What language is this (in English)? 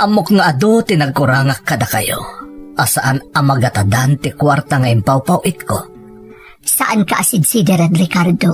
Iloko